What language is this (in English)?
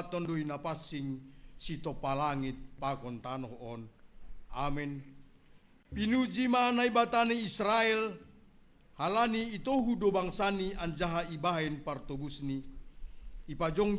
Batak Simalungun